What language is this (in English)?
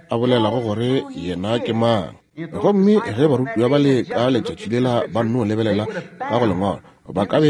Northern Sotho